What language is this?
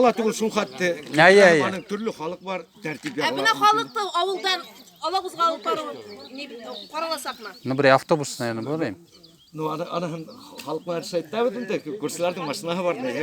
Bashkir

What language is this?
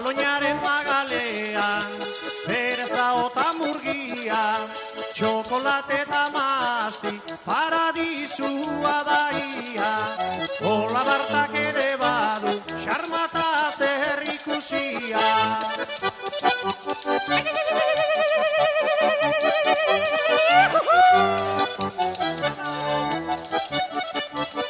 Basque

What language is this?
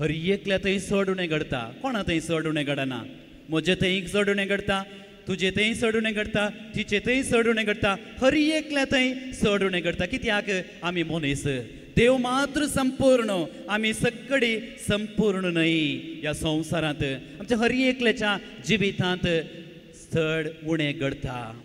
Konkani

